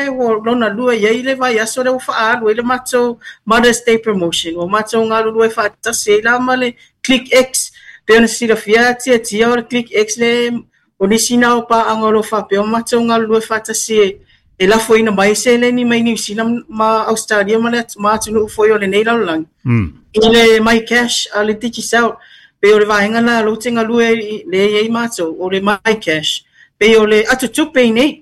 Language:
Samoan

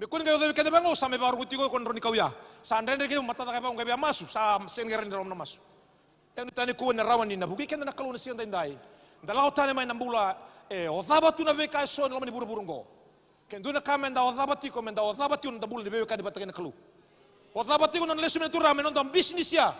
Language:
Fijian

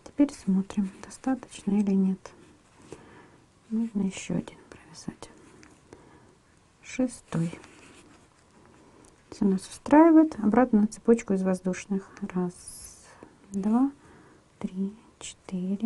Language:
Russian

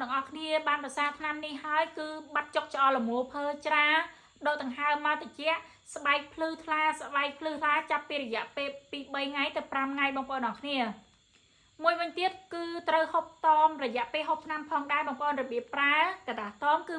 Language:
Khmer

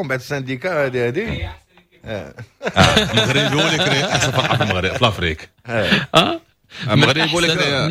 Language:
Moroccan Arabic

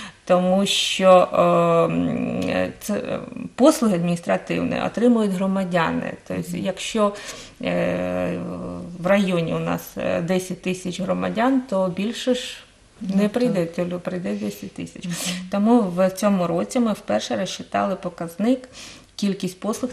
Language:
Ukrainian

